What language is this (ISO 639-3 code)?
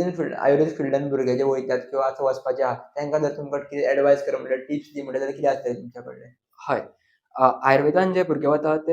kok